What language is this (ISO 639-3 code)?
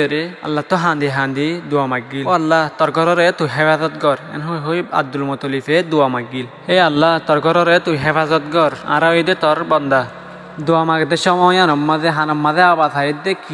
rhg